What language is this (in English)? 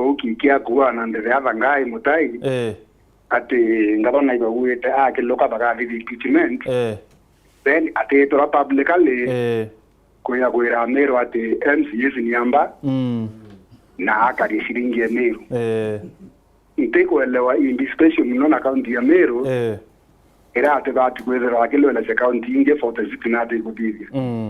Meru